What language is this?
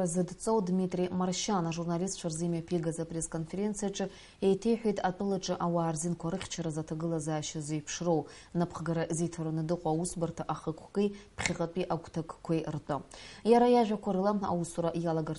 Abkhazian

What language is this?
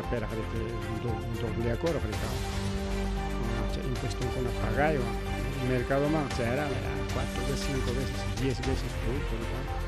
Ayacucho Quechua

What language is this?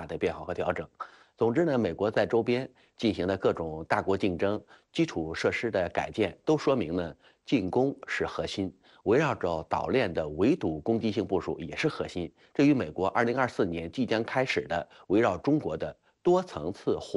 Chinese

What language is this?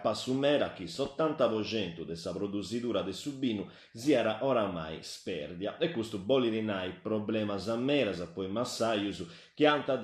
Sardinian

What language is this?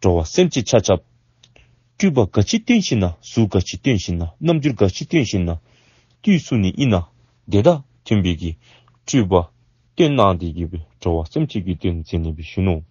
Dzongkha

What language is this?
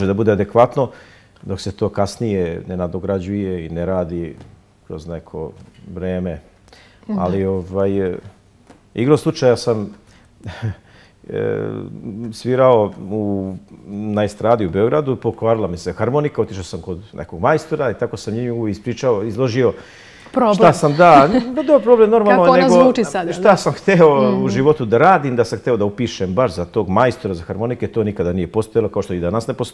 Serbian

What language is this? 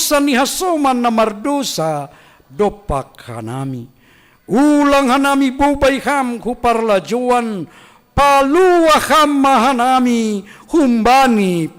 Batak Simalungun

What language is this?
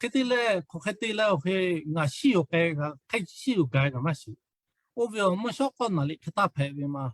Lahu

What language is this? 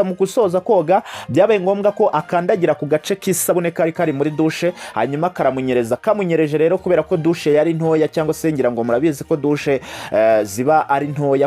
Kinyarwanda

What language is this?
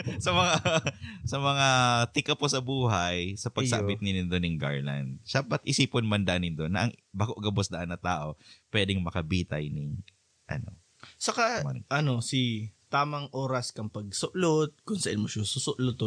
Bikol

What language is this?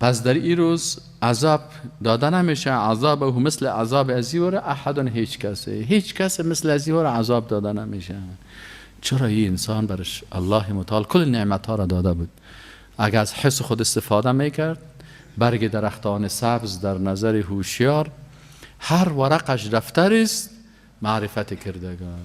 Persian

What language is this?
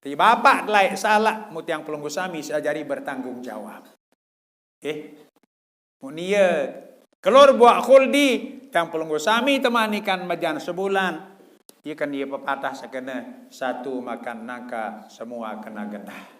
Sasak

